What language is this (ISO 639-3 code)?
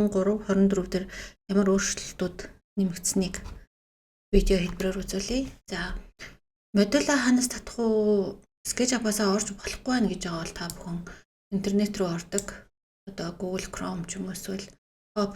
mon